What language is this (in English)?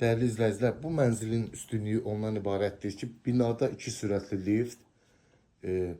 Azerbaijani